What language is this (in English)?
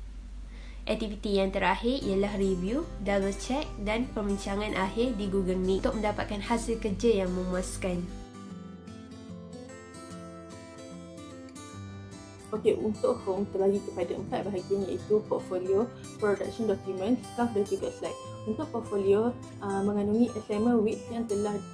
Malay